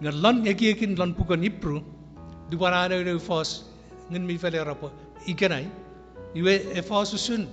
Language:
Chuukese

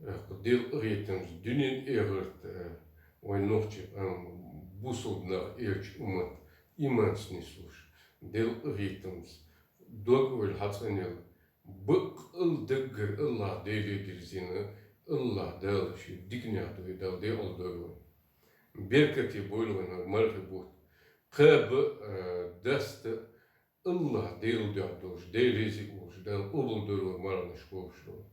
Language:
Chechen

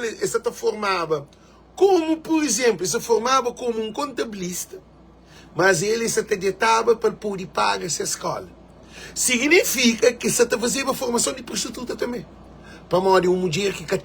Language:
Kabuverdianu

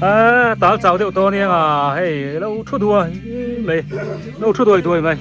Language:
Biete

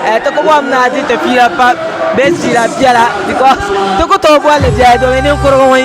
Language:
Dagbani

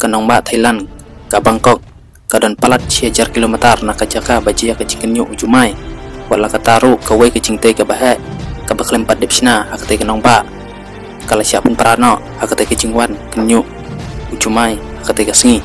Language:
Khasi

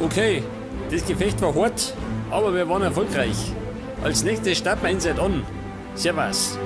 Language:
Bavarian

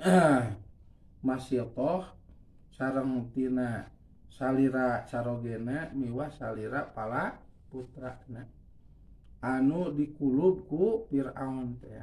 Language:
Sundanese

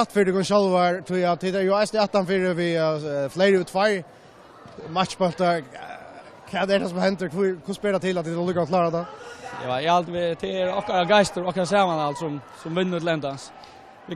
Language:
Faroese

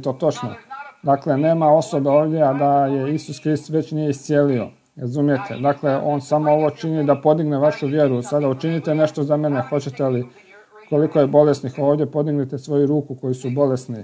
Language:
Croatian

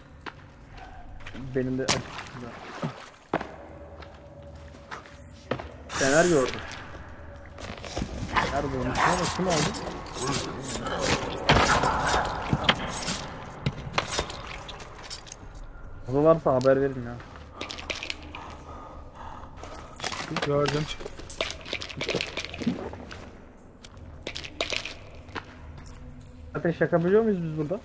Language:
Turkish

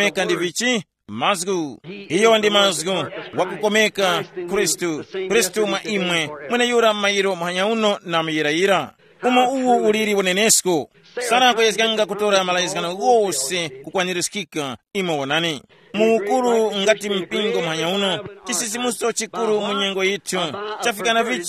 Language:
Tumbuka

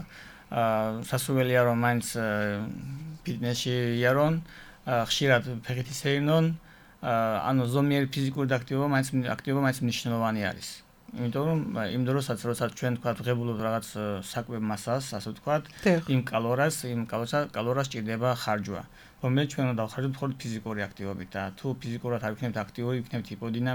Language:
Georgian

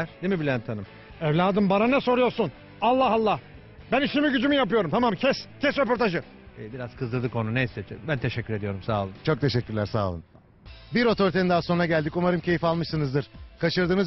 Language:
Turkish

